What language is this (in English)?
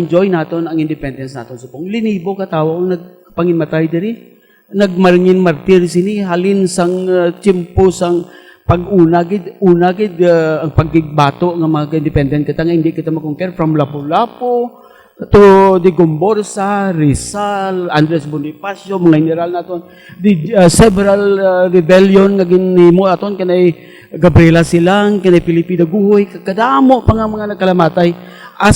Hiligaynon